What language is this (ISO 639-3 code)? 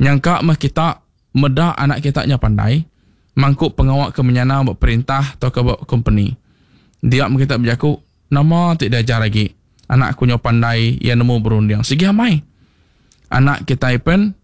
iba